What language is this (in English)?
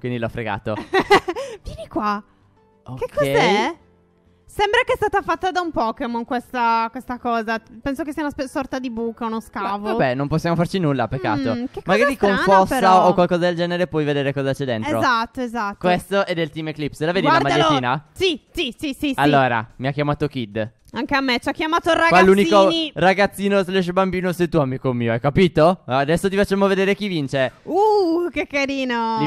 Italian